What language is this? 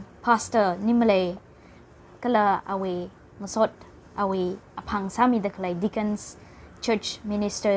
Tangkhul Naga (India)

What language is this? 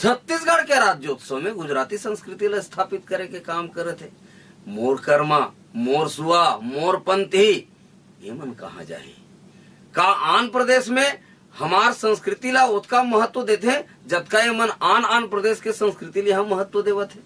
Chhattisgarhi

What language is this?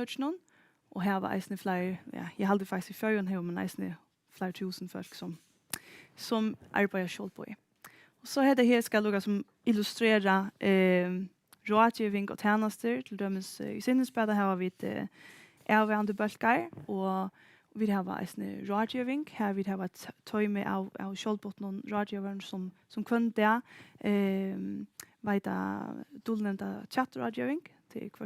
Faroese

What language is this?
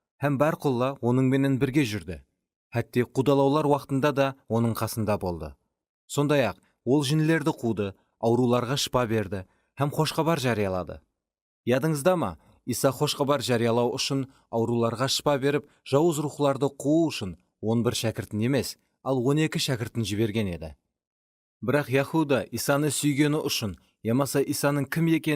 Kara-Kalpak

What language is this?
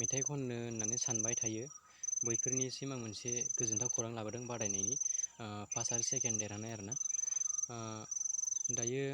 Bodo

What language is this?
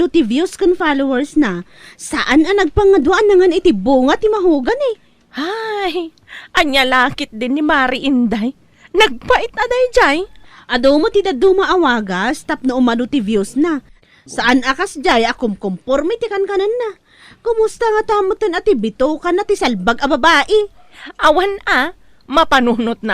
Iloko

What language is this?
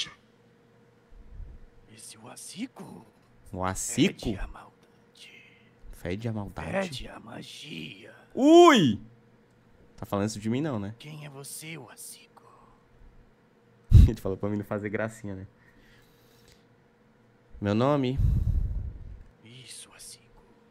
Portuguese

